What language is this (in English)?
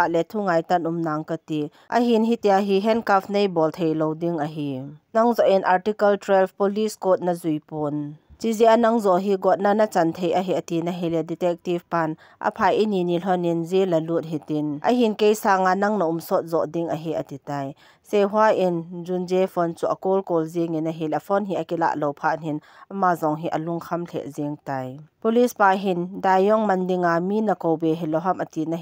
Thado Chin